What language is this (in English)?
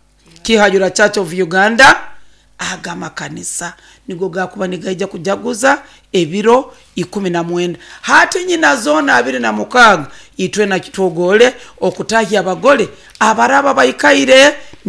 Nyoro